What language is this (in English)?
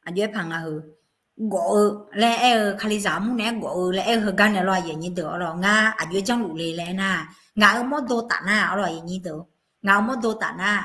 Akha